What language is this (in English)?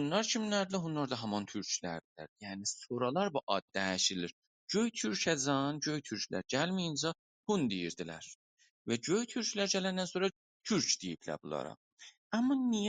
South Azerbaijani